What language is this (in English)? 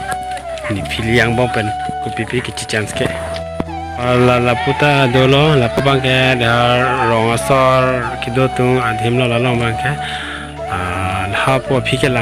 Karbi